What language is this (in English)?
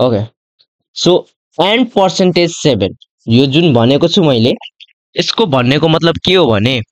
Nepali